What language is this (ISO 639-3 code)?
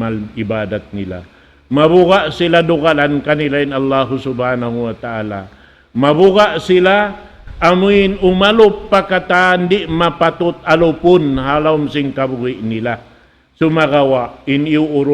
tsg